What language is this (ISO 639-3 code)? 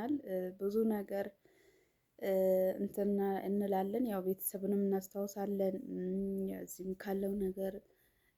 amh